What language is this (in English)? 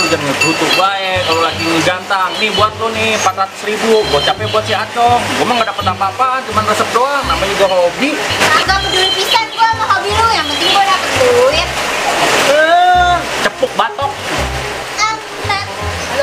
Betawi